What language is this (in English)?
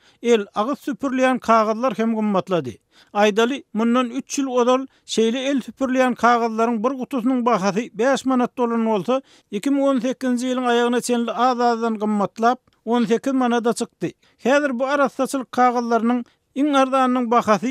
Turkmen